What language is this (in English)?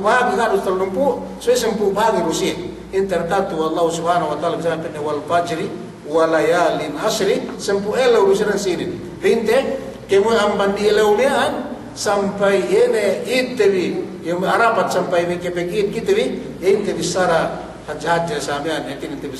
Yakan